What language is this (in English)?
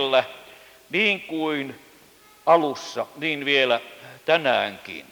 Finnish